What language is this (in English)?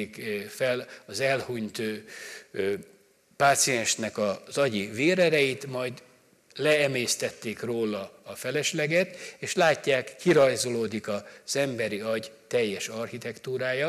Hungarian